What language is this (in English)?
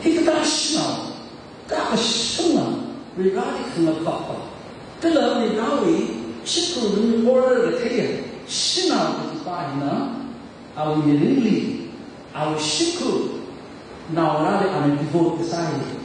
Tangkhul Naga (India)